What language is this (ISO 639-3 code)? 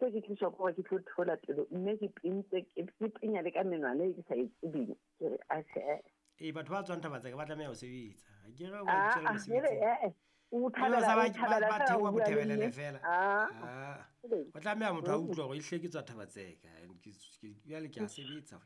sot